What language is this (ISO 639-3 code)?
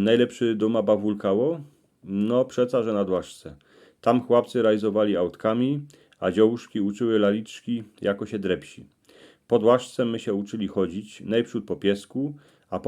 szl